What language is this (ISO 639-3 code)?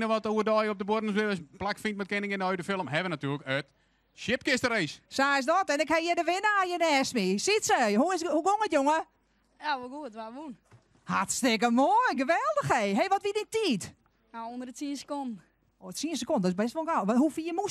fry